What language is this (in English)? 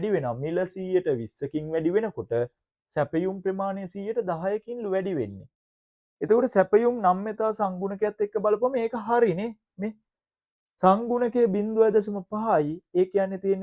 Sinhala